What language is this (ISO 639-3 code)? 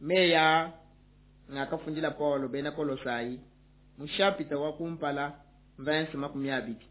lua